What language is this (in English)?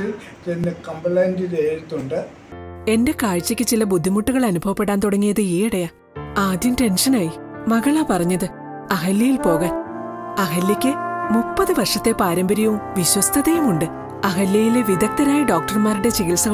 Malayalam